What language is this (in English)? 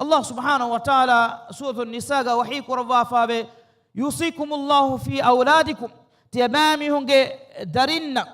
Divehi